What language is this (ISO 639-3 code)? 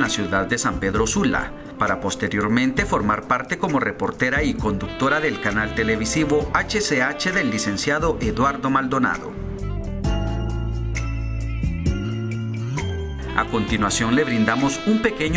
spa